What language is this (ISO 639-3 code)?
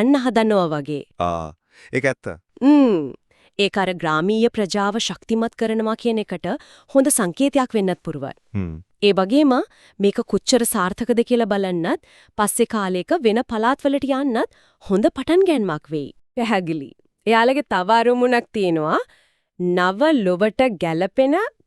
sin